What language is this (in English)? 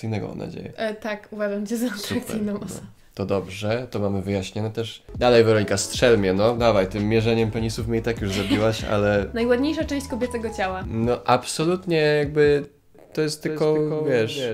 Polish